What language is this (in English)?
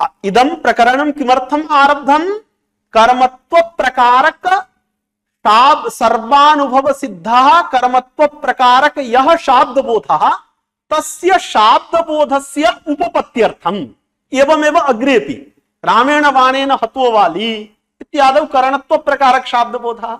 Sanskrit